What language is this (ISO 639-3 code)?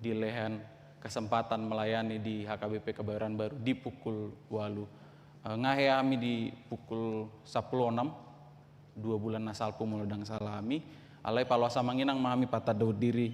bbc